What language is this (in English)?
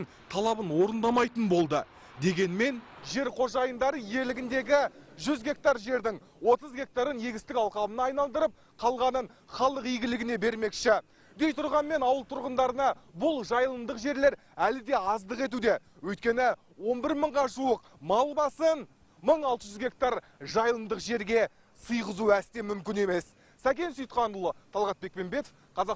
Kazakh